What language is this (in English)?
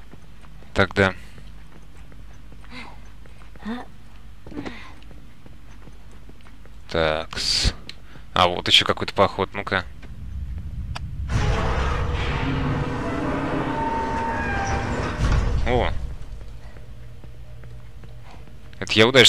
Russian